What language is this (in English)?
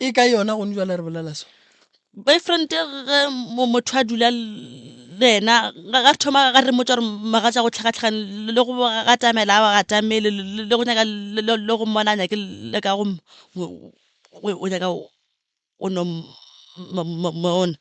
Northern Sotho